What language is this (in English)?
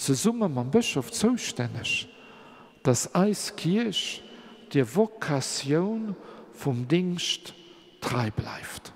Luxembourgish